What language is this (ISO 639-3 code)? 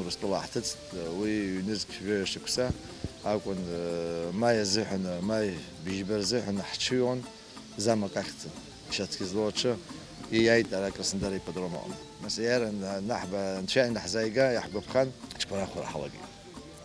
abk